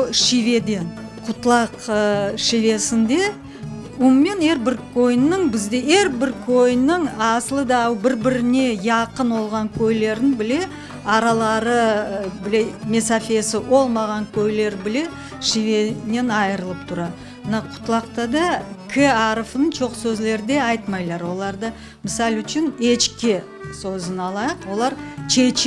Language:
Crimean Tatar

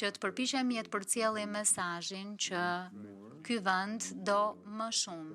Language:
Albanian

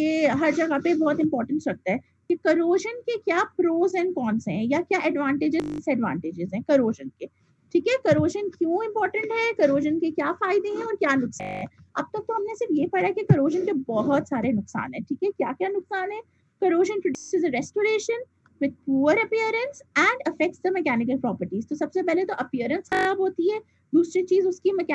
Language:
Hindi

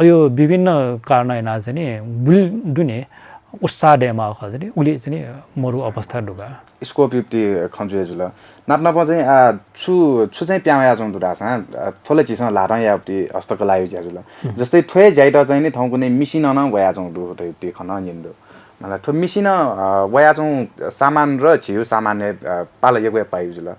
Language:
Newari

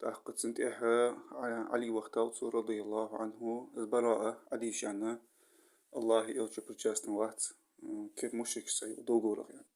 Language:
Ingush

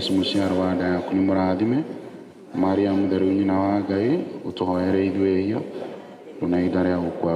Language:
Kikuyu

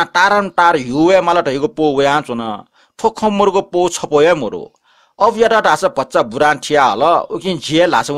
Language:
Newari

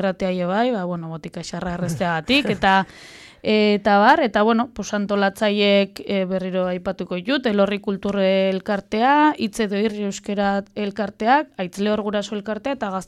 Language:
Basque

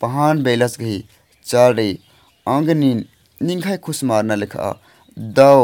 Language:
Kurukh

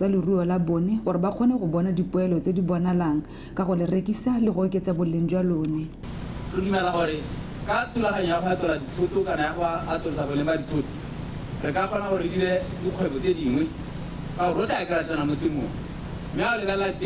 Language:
Tswana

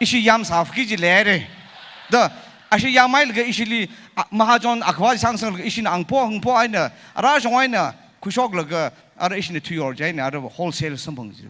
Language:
Tangkhul Naga (India)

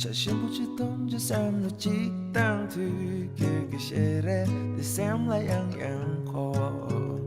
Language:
Tibetan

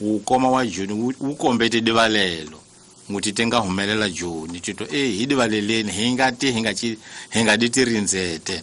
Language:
Tsonga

